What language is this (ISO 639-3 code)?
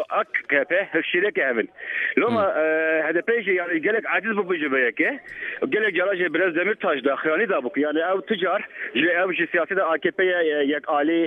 kur